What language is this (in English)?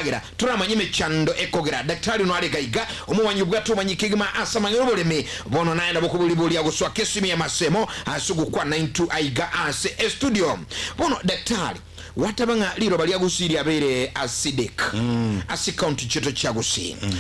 Gusii